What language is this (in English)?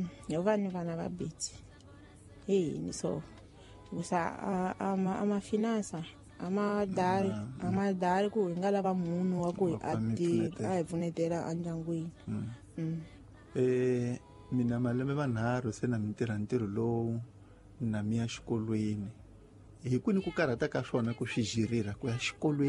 Tsonga